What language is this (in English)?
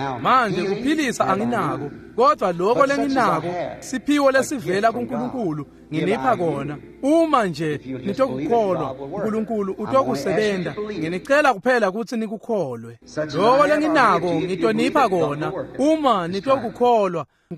Swati